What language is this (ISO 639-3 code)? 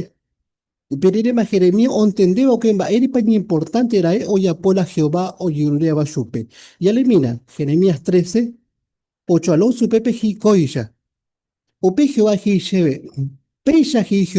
grn